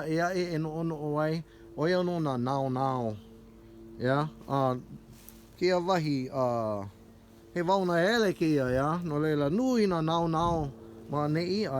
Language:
Hawaiian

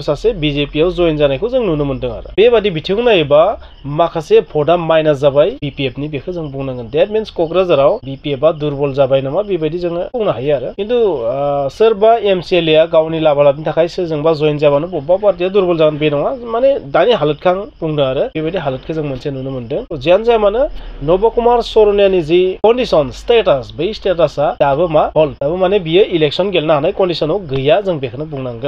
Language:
Bodo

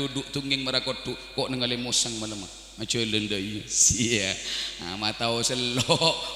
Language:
Madurese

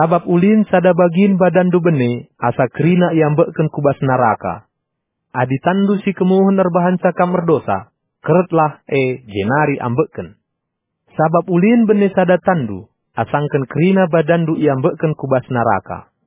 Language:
Batak Karo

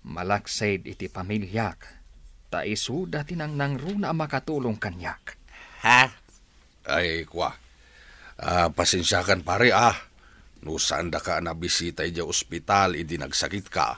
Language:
Iloko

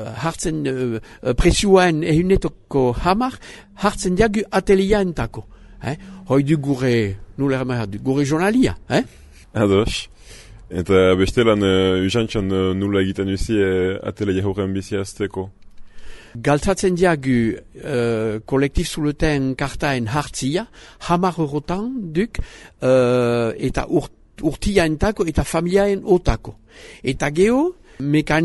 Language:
Basque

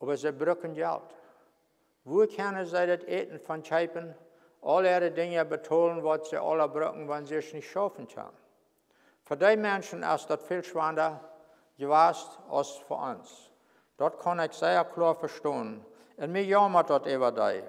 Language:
Plautdietsch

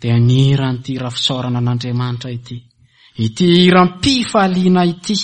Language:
Malagasy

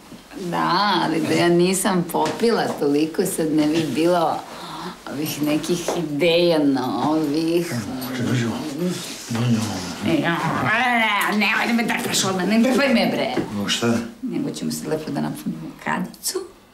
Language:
Serbian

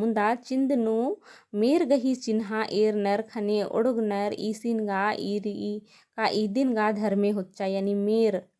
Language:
Kurukh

